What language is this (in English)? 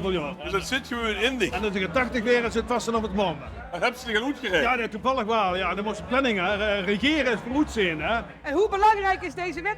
Limburgish